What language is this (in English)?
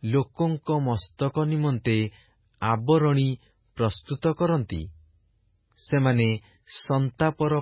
Odia